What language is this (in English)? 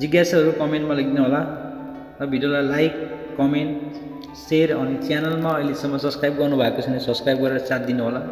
Nepali